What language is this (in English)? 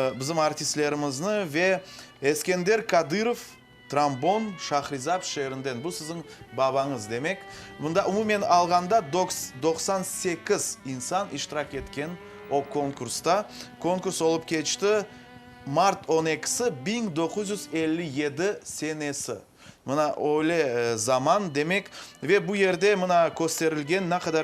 Crimean Tatar